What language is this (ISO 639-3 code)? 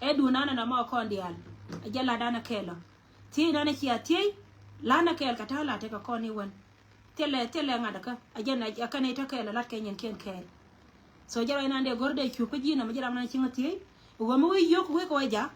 nus